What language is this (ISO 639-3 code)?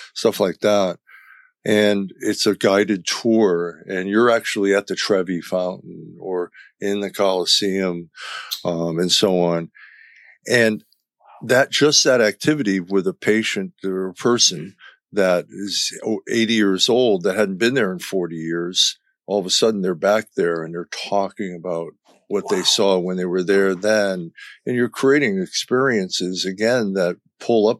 eng